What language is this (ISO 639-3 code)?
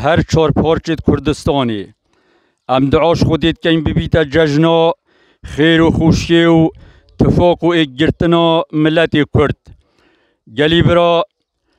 kur